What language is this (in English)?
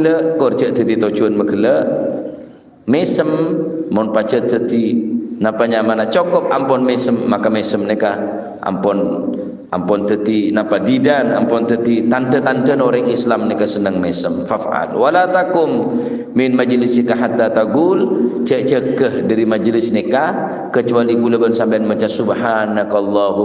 Madurese